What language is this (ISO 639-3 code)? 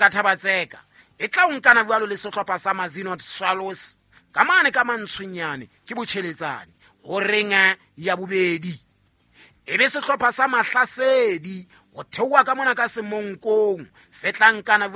sot